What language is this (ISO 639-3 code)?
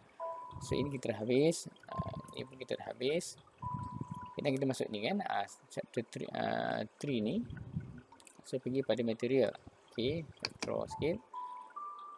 msa